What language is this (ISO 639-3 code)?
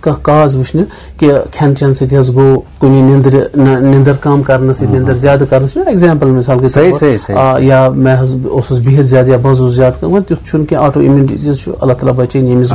kas